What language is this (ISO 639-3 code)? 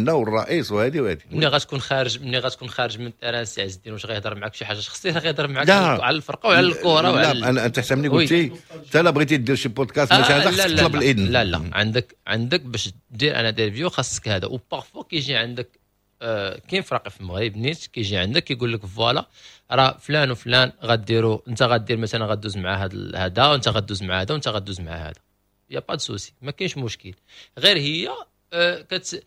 ary